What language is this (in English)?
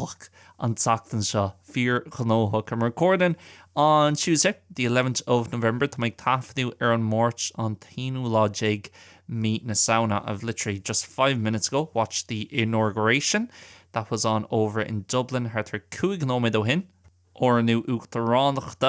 Irish